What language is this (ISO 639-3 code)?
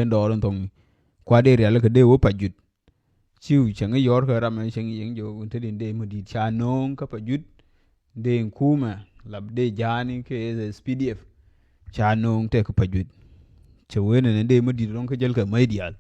nus